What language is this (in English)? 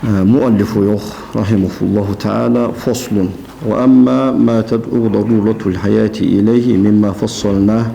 Ingush